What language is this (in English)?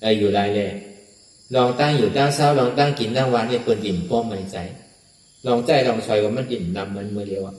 Shan